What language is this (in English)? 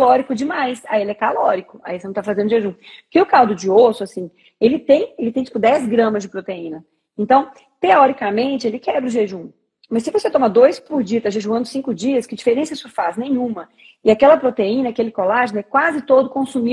Portuguese